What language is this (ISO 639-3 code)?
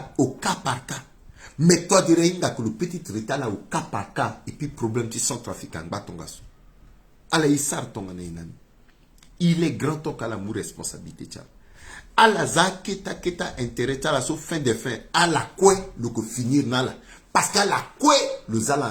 sag